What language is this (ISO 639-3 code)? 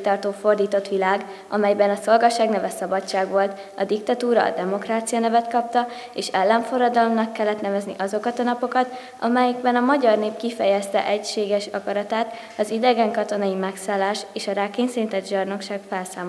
hun